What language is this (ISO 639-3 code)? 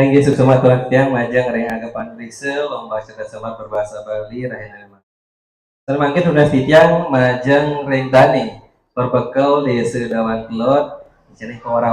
ban